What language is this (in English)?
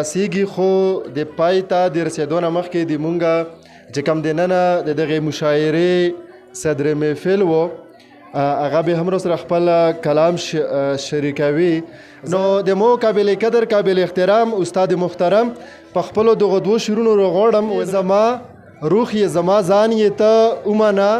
Pashto